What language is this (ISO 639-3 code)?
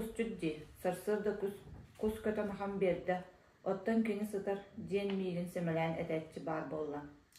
sah